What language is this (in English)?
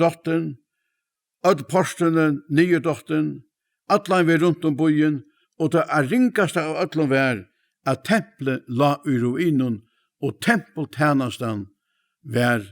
Faroese